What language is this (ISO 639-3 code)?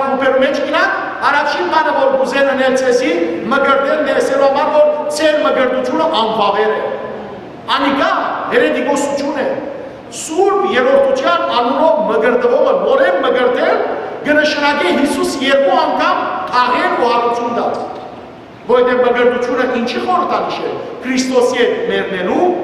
hyw